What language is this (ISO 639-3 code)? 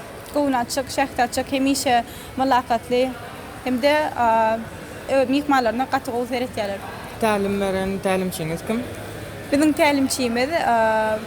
tuk